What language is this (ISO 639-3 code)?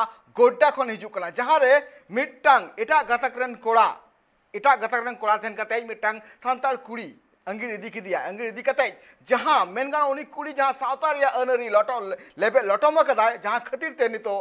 sat